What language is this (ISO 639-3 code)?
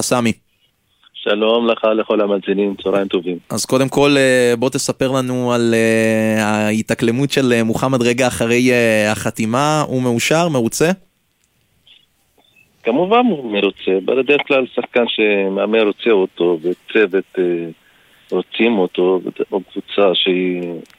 heb